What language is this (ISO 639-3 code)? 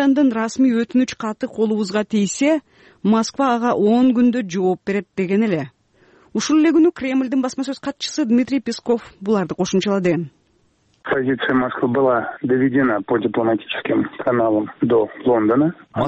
kir